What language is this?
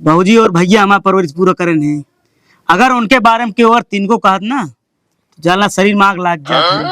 Awadhi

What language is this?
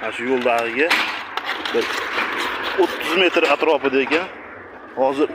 Uzbek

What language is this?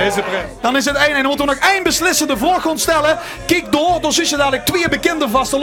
Limburgish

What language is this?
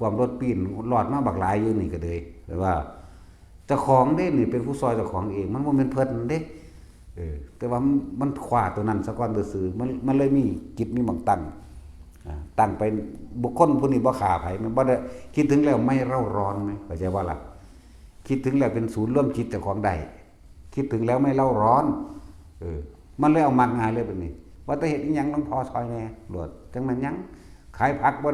Northeastern Thai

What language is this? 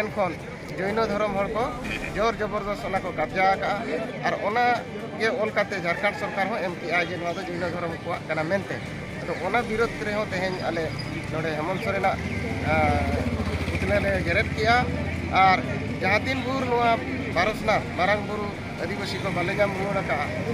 Santali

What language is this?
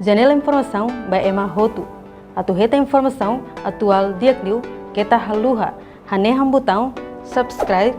Tetum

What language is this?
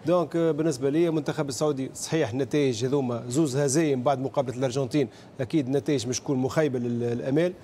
Tunisian Arabic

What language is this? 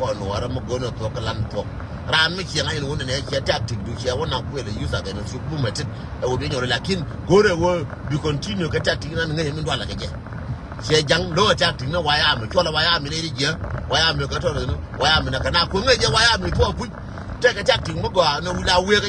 Nuer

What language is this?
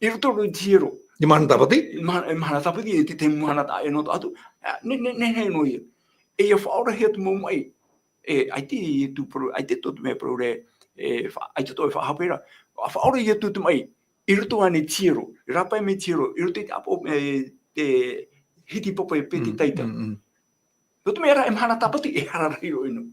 Tahitian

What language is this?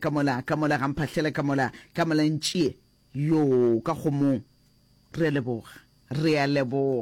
Northern Sotho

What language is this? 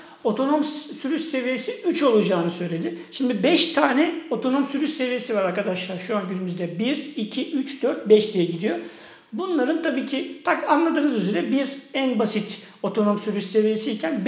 Turkish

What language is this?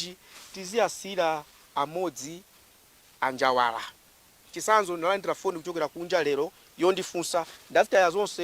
Nyanja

